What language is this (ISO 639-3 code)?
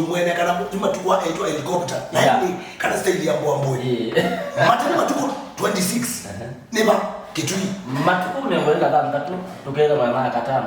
kam